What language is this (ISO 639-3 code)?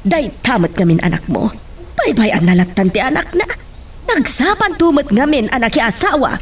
ilo